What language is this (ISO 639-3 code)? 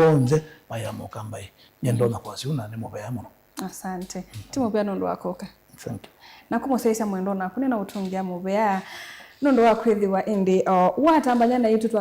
kam